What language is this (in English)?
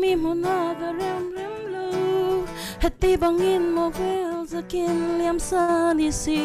Falam Chin